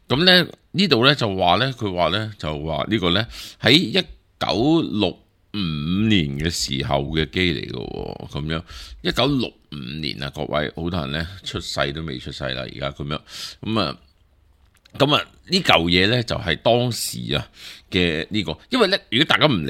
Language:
Cantonese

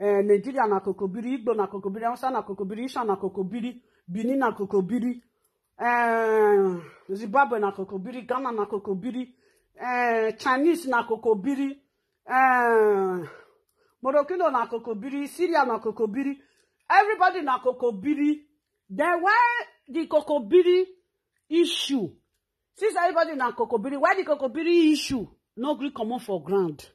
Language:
Nigerian Pidgin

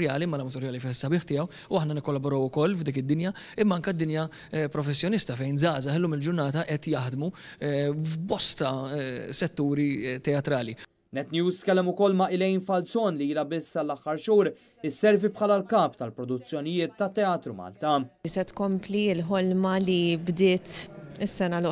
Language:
Maltese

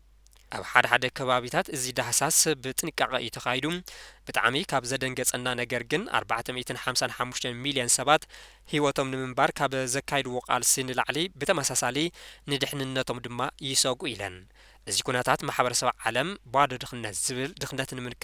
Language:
Tigrinya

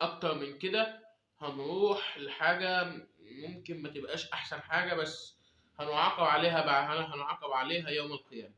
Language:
Egyptian Arabic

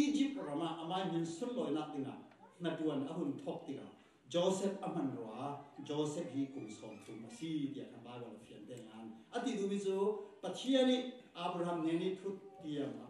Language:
Falam Chin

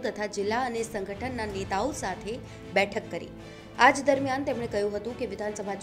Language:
Gujarati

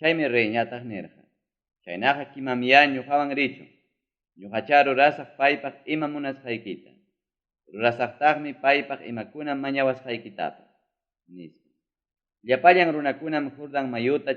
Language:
Ayacucho Quechua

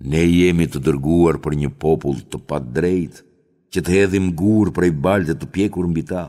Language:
Albanian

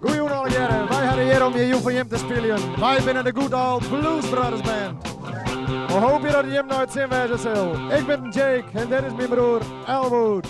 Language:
Western Frisian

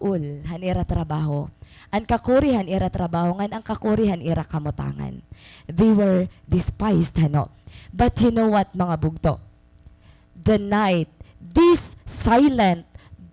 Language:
Waray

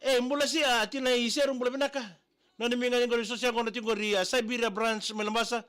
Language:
Fijian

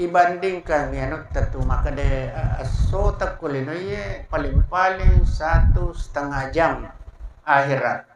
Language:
Buginese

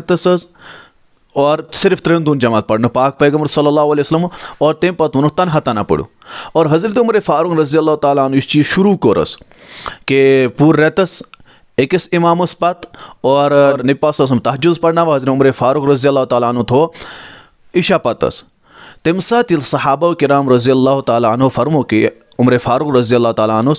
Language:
Kashmiri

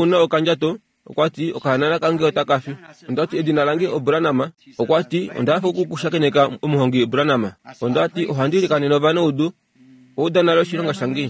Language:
Kuanyama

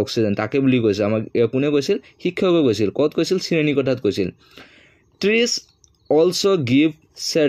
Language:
Assamese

